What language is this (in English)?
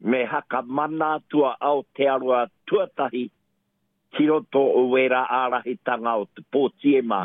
Māori